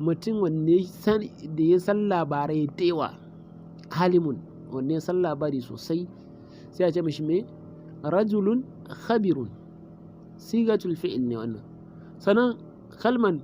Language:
Hausa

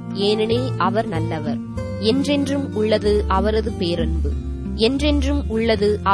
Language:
Tamil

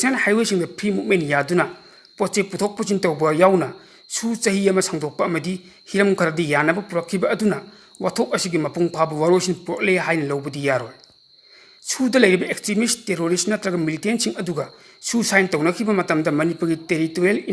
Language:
Manipuri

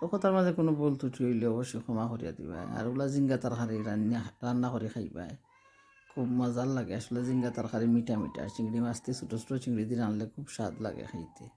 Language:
Sylheti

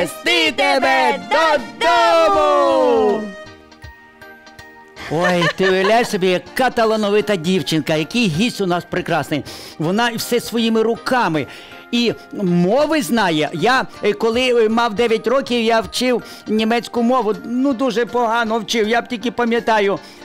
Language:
Ukrainian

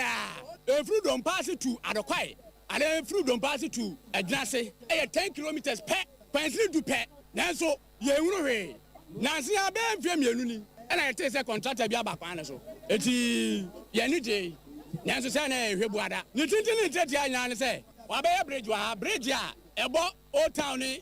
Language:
Akan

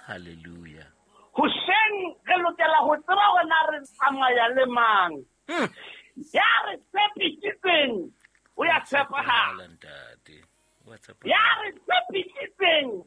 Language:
Southern Sotho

